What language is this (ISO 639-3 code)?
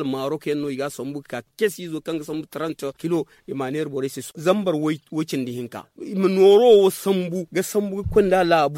dje